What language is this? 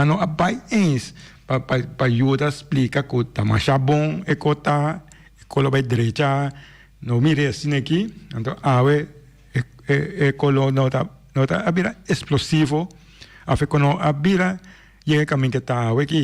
Papiamento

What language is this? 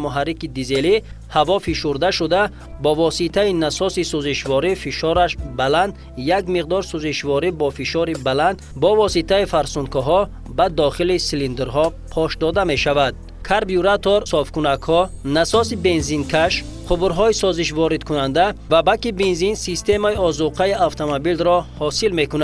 Tajik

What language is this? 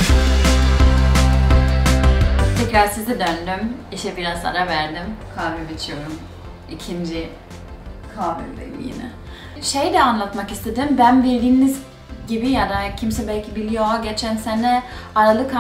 Turkish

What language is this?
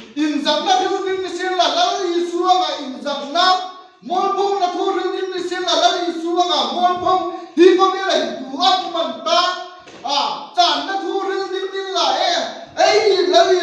Hmar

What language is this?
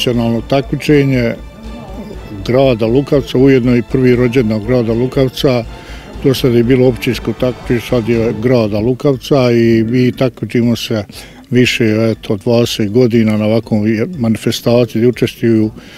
Bosnian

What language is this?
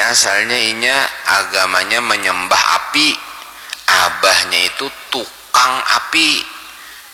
Banjar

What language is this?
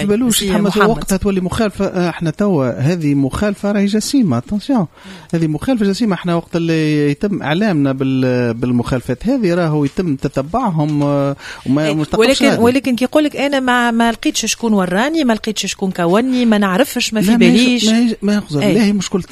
Tunisian Arabic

